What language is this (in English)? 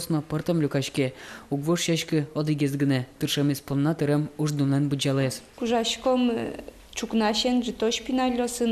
Udmurt